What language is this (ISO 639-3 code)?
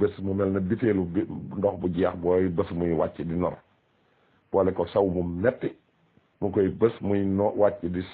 wol